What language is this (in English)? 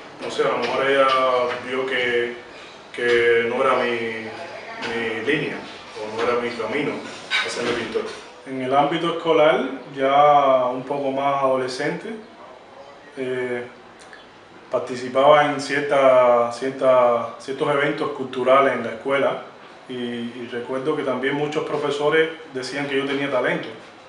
Spanish